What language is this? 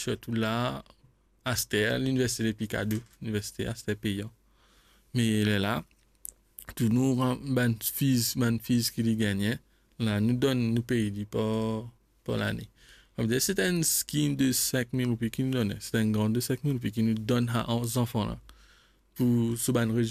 Morisyen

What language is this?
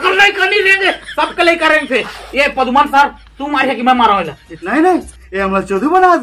Chhattisgarhi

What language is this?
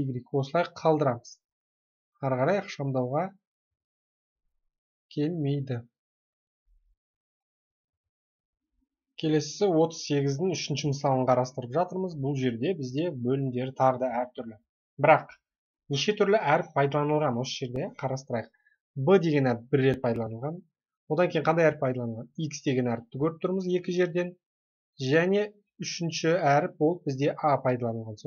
Kazakh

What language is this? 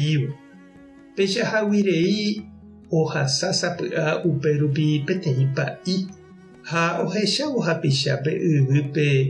Guarani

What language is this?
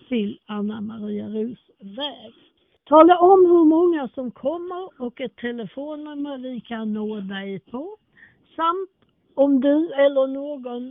Swedish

